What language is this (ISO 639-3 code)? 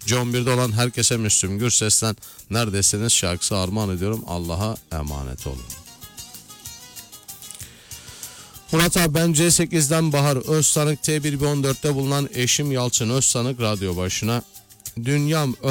tur